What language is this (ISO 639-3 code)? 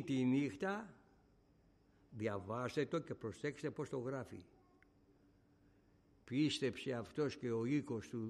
ell